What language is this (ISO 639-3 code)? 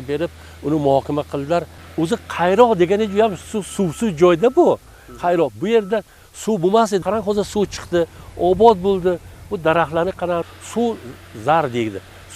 uzb